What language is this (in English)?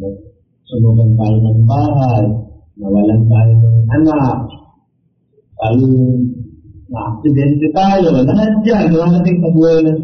Filipino